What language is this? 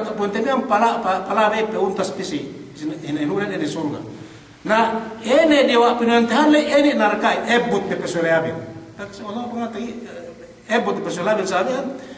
Yakan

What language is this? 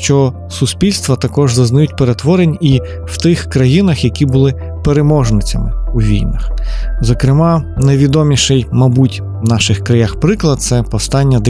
Ukrainian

